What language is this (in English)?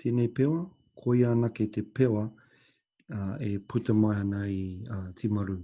Māori